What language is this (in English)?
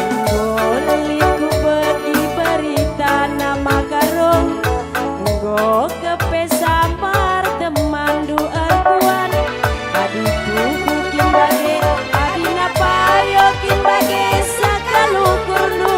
Batak Karo